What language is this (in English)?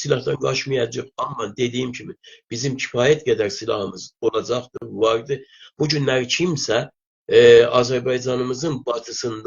South Azerbaijani